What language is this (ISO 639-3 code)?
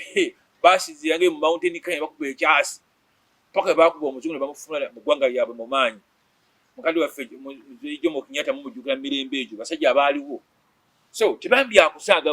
lug